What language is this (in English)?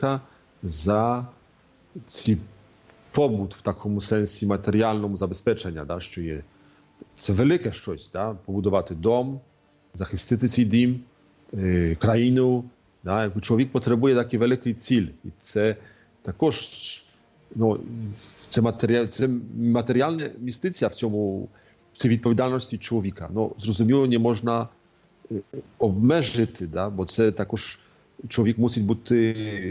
Ukrainian